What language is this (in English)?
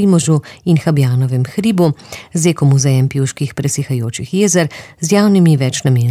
Slovenian